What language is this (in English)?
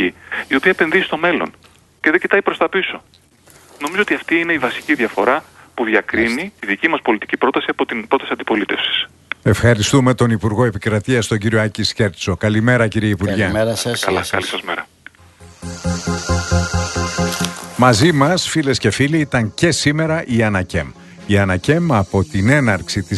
Greek